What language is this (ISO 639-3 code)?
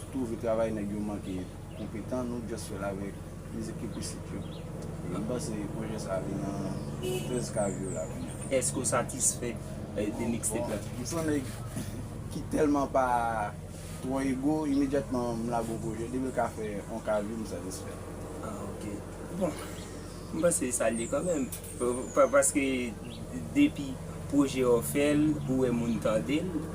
hat